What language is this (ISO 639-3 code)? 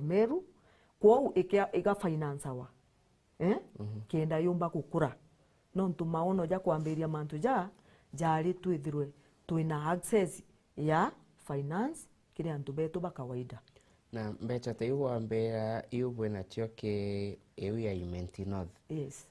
mer